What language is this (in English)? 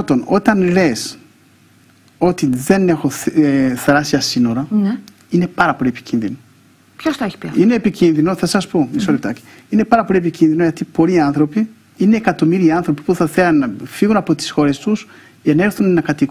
Greek